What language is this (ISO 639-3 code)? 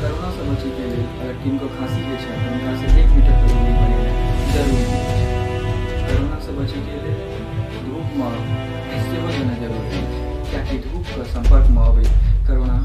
mai